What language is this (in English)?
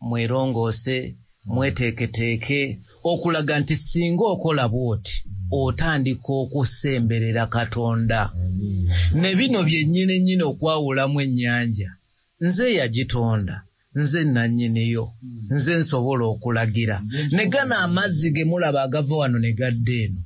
Ganda